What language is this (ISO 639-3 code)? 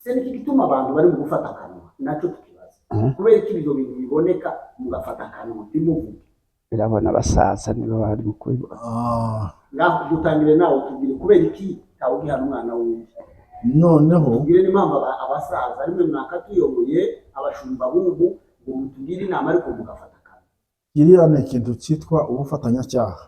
kin